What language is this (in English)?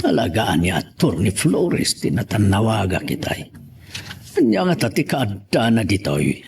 Iloko